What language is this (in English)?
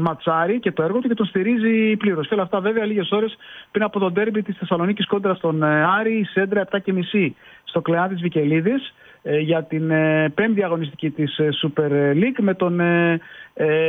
Greek